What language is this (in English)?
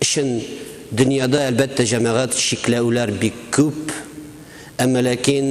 Tatar